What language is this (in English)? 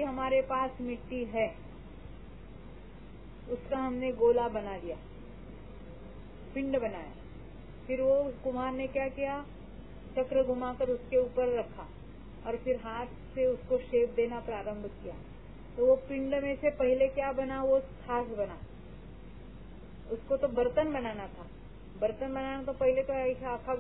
Hindi